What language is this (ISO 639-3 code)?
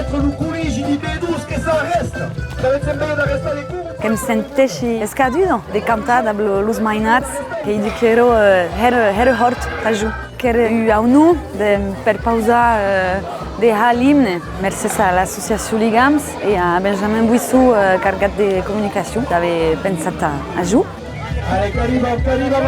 oci